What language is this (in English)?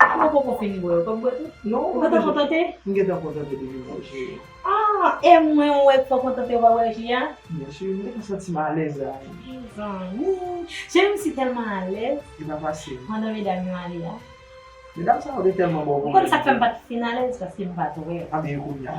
Haitian Creole